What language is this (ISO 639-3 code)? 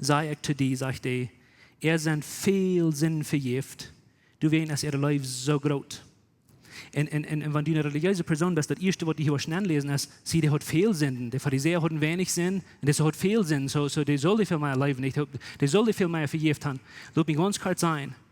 pdt